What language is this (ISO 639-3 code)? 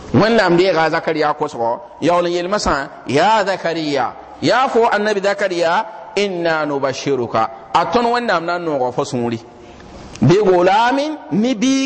mos